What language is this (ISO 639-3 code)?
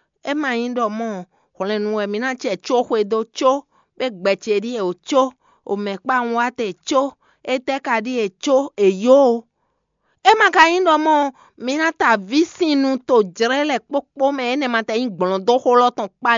fon